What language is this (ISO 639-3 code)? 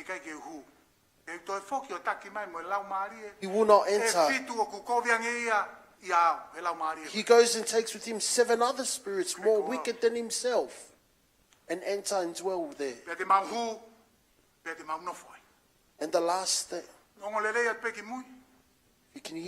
ton